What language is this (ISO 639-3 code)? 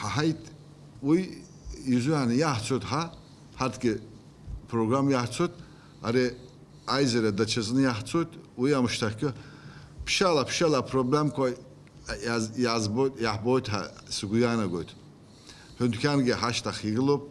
abk